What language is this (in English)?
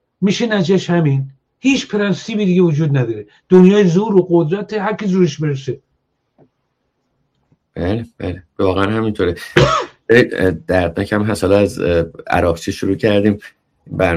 Persian